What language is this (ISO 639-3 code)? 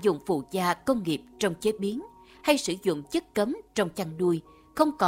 vie